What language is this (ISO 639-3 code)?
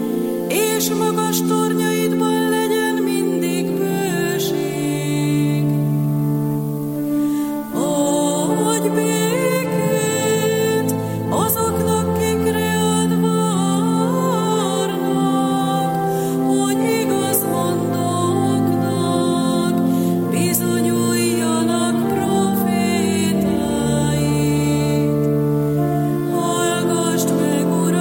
hun